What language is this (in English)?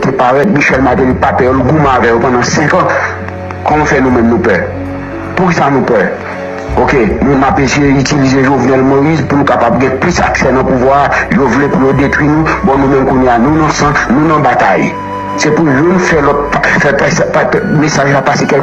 Haitian Creole